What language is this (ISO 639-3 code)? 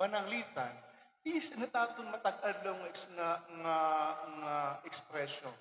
war